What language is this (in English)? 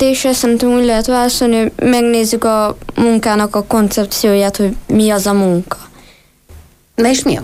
Hungarian